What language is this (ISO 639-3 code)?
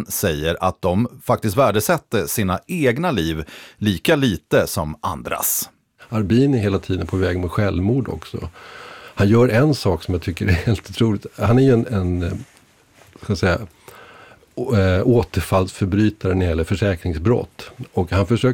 swe